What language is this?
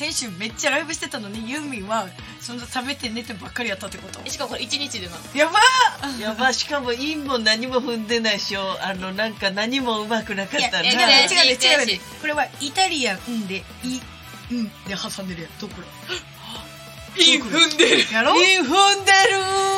Japanese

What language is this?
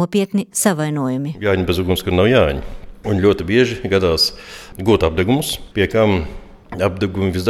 Latvian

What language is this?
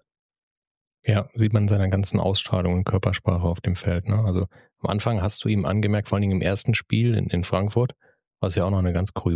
German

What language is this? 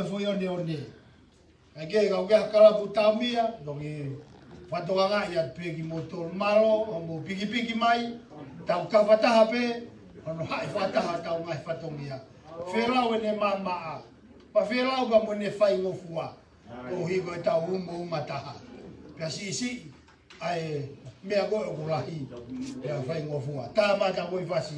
Tongan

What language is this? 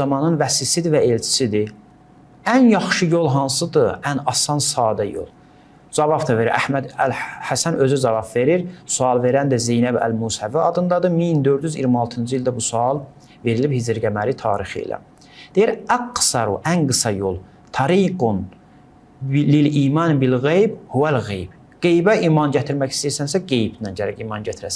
Azerbaijani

